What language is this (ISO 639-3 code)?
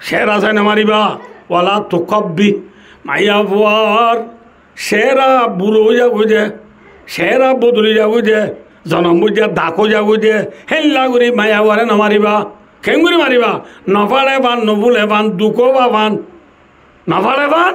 rhg